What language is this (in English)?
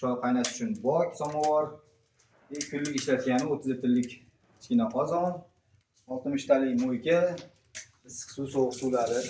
Uzbek